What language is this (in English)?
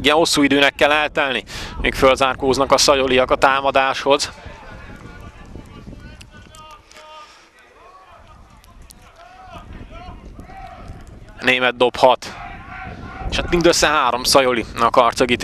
Hungarian